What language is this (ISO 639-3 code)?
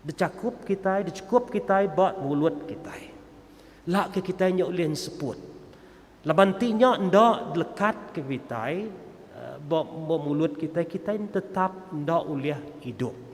iba